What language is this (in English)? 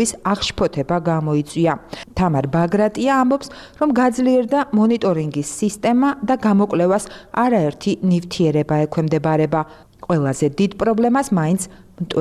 Georgian